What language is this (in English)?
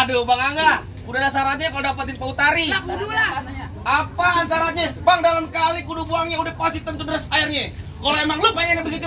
Betawi